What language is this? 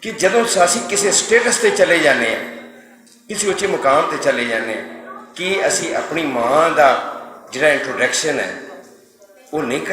Western Panjabi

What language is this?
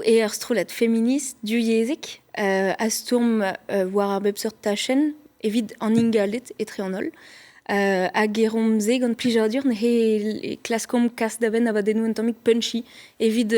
Breton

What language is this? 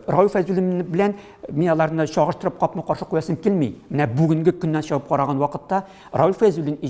Tatar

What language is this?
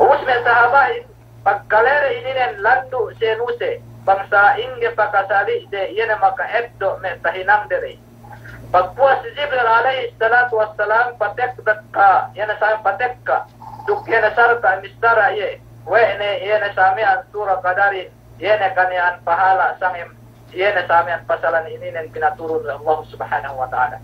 Yakan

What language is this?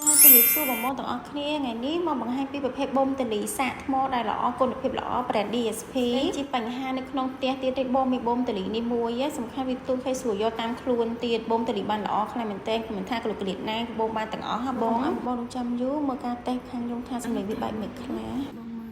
Khmer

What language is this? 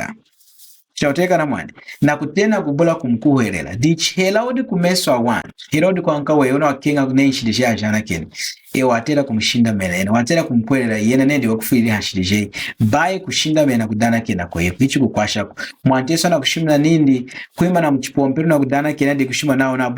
Lunda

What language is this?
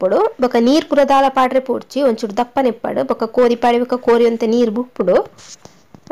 Tulu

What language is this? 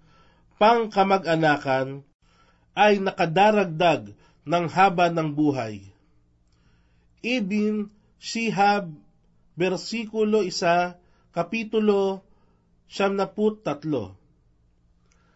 Filipino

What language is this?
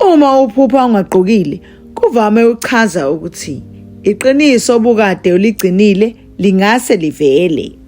Zulu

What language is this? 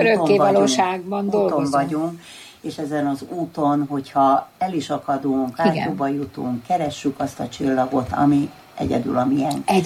Hungarian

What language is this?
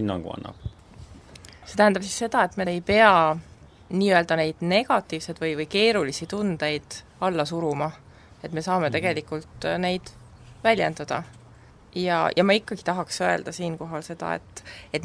Estonian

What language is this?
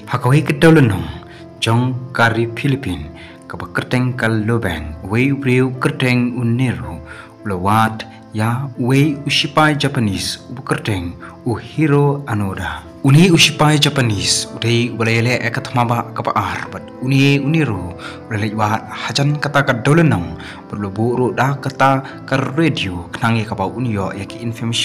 Khasi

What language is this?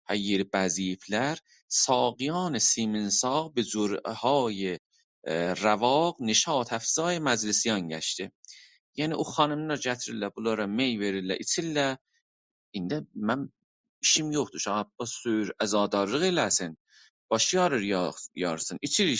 South Azerbaijani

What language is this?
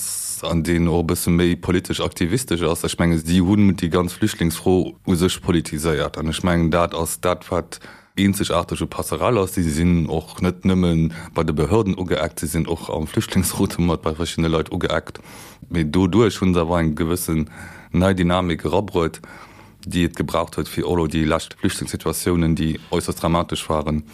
Luxembourgish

